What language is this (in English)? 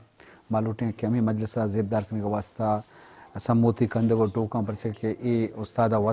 Eastern Balochi